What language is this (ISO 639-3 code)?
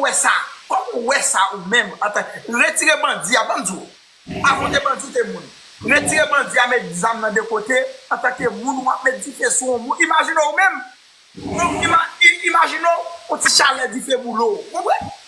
hat